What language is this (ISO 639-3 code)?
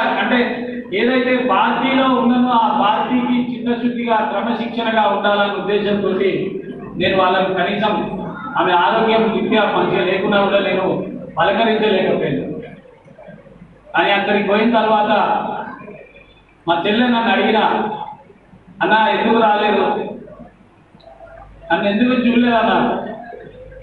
tel